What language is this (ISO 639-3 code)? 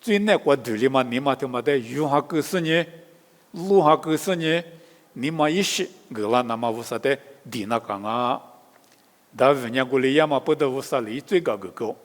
lis